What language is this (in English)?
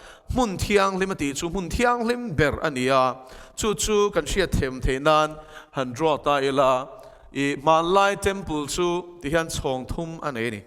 Mizo